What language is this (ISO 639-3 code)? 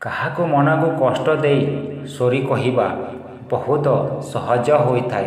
ori